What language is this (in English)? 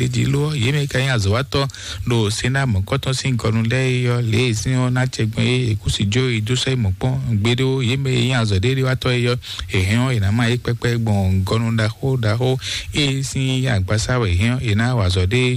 Fon